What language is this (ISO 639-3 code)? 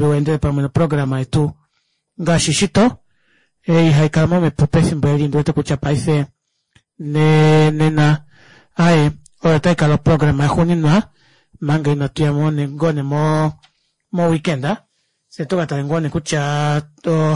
kua